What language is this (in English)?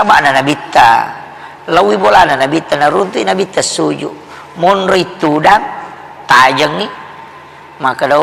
Buginese